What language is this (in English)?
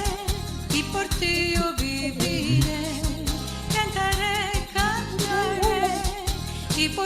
Ladino